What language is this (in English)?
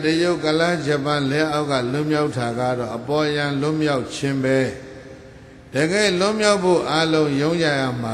Burmese